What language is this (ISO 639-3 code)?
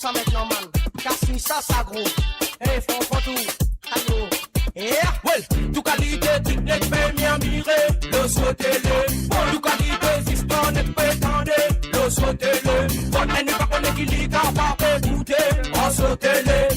mfe